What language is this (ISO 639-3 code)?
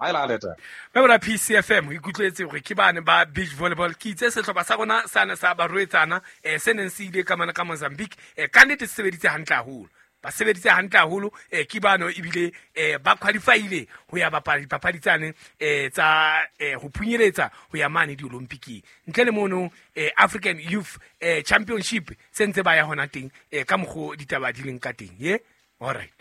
sot